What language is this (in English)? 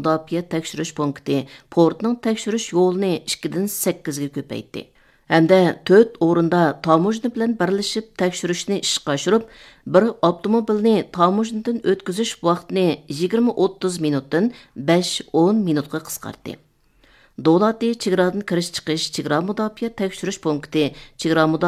Uyghur